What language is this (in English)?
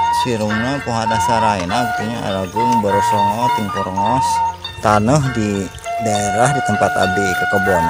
Sundanese